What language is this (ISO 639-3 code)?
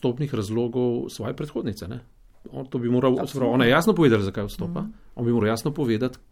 slv